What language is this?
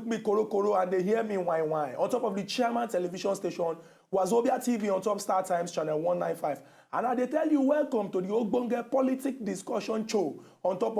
Nigerian Pidgin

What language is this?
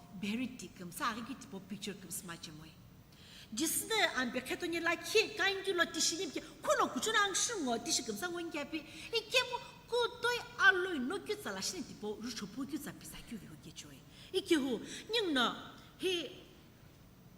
Sumi Naga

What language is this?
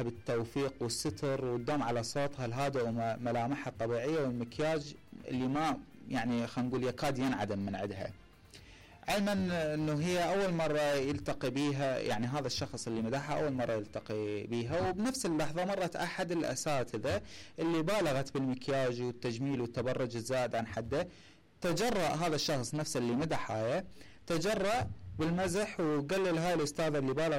Mesopotamian Arabic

